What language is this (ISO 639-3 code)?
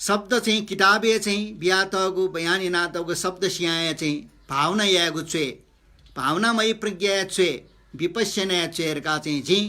new